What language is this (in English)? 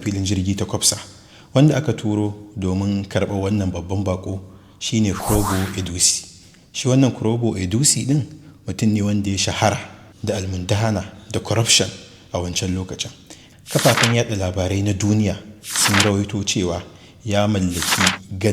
Hausa